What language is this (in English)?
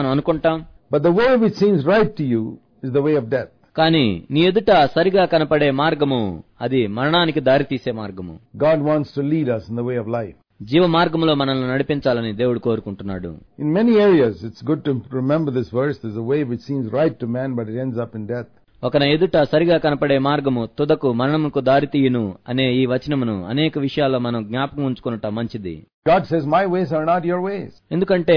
Telugu